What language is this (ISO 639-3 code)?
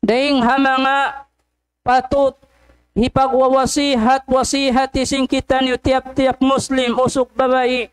tsg